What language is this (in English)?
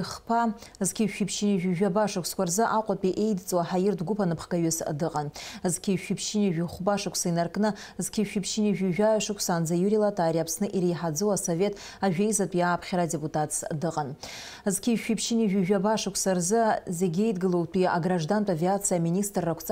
Abkhazian